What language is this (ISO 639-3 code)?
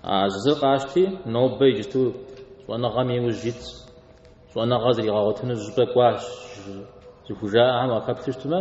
kbd